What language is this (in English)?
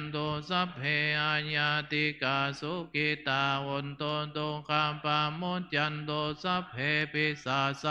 Pali